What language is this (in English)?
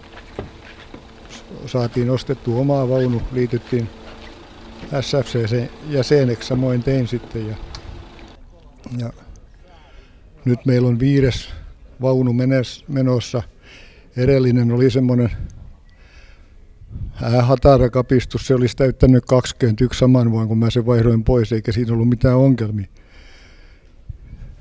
Finnish